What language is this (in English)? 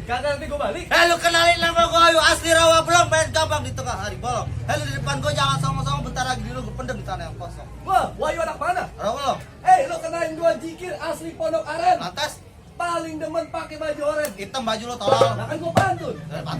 Betawi